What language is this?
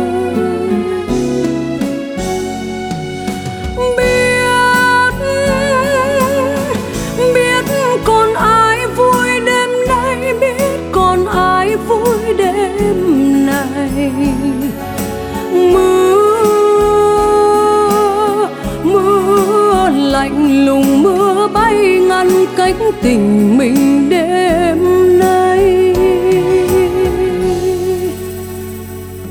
Vietnamese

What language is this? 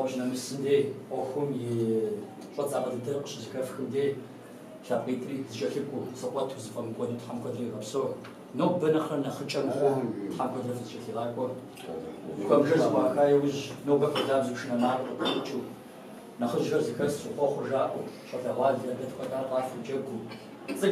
Kabardian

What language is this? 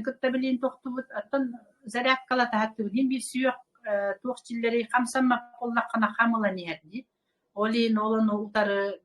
Yakut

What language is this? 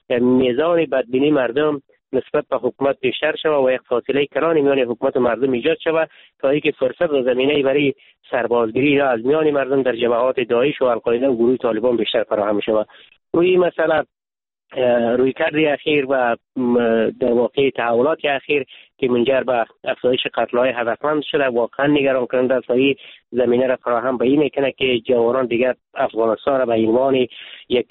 Persian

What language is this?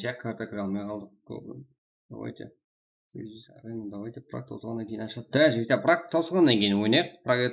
Kara-Kalpak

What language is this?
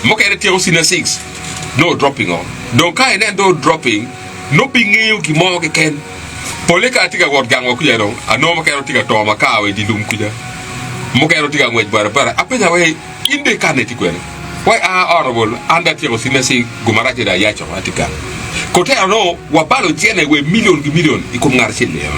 Acoli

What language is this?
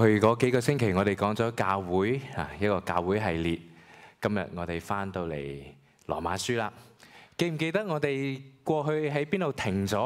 Cantonese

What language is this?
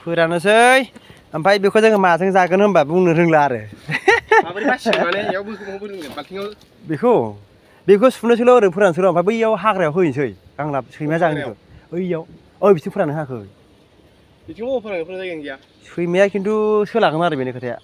Bodo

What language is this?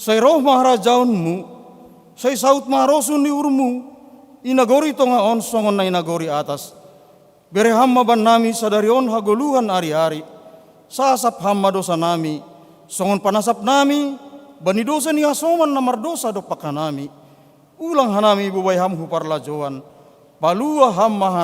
Batak Simalungun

